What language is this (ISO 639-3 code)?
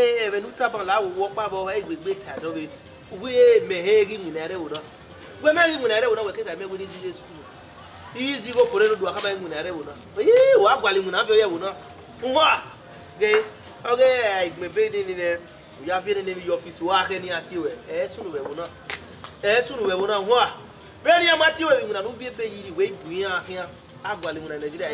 bin